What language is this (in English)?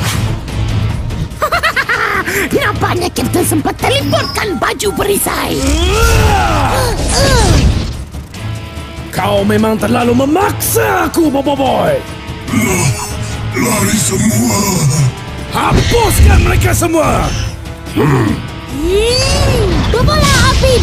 Malay